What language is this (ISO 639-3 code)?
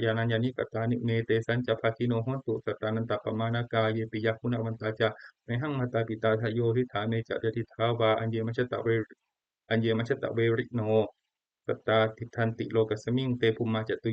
pli